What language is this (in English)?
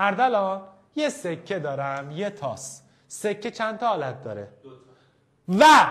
Persian